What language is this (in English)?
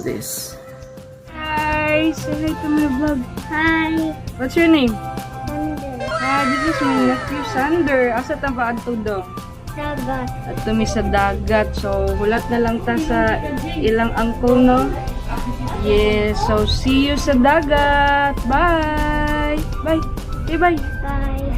Cebuano